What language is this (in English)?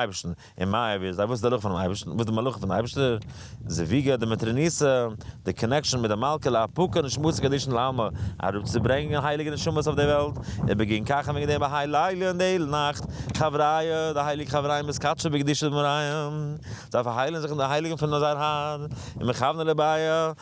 Yiddish